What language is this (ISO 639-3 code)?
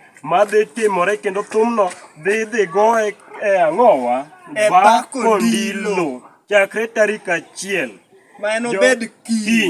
luo